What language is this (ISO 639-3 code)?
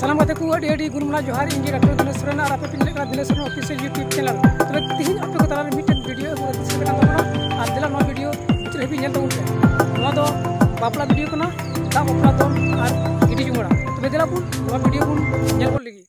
sat